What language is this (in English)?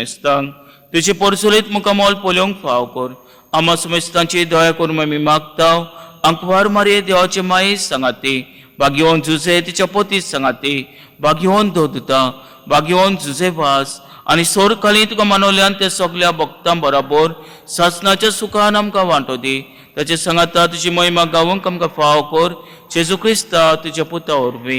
Konkani